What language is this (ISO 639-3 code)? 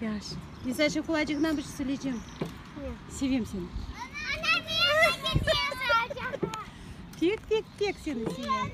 crh